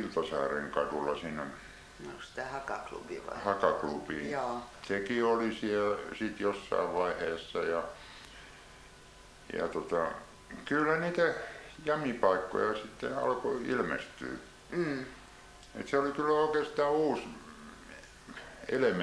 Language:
Finnish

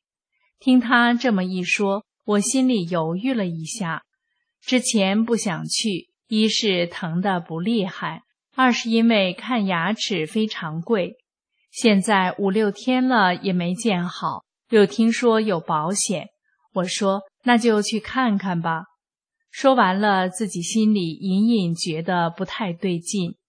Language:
Chinese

